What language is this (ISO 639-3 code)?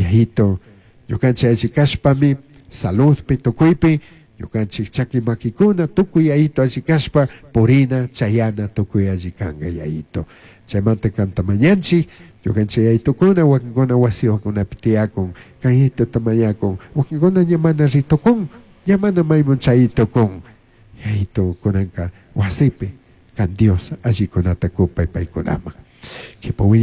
qug